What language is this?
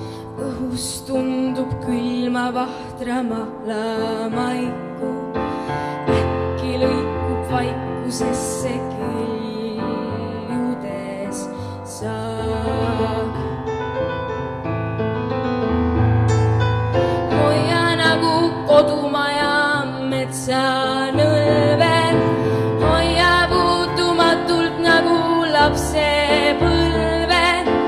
Estonian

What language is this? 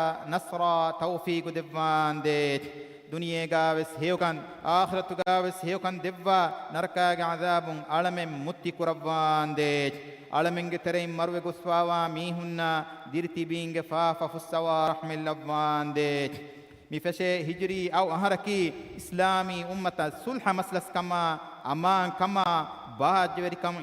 Divehi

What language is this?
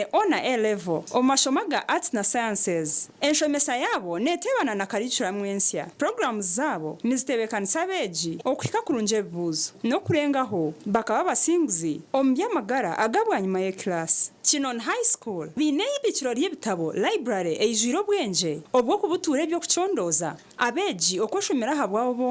Nyankole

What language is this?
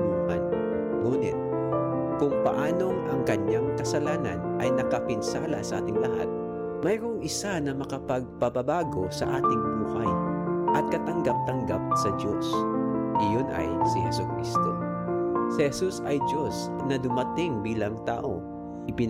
Filipino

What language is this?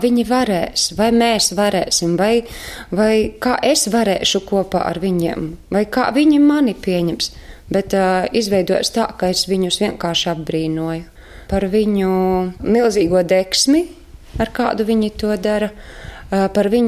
Latvian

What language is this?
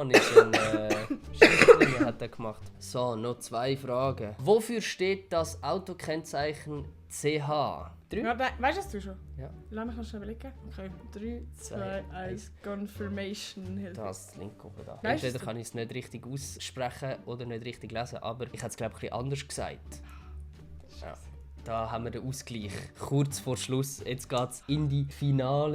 Swiss German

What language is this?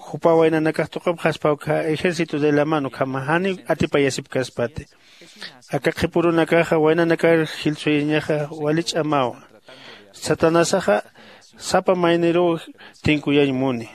Aymara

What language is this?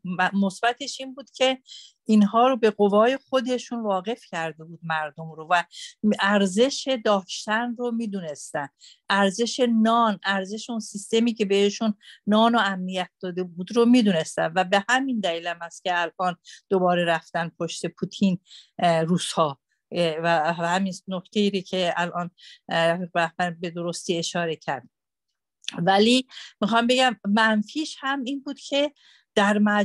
Persian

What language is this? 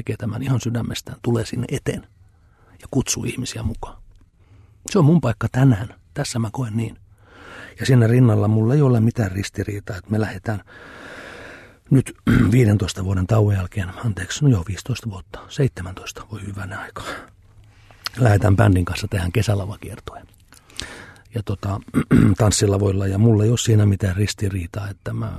Finnish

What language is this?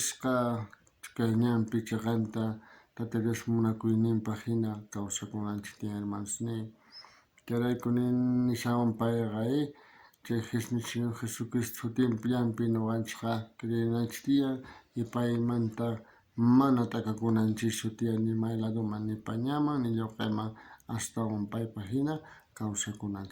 South Bolivian Quechua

